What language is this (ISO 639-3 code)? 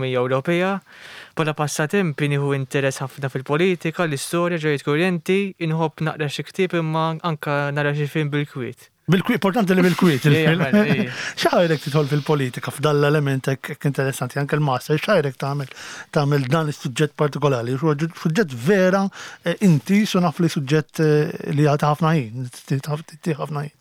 mlt